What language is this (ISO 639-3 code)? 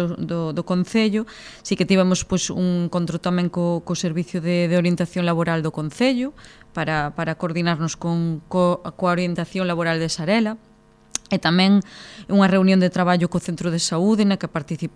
glg